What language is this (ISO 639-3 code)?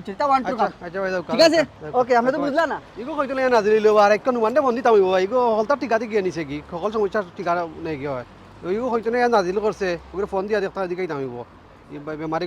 syl